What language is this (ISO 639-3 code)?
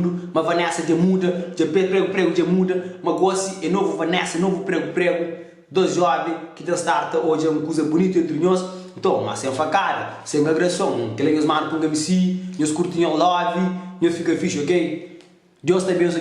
kea